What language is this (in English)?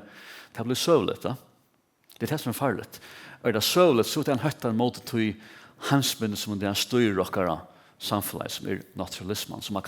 Faroese